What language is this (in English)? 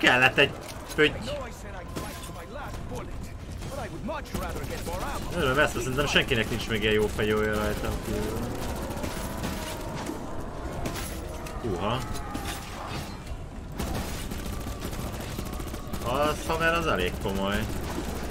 Hungarian